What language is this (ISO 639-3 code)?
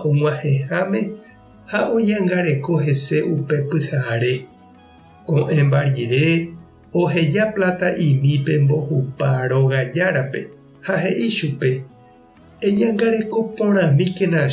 grn